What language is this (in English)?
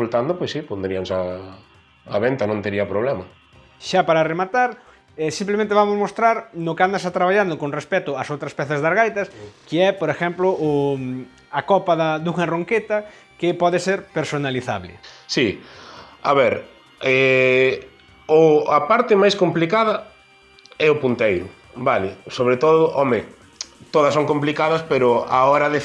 Galician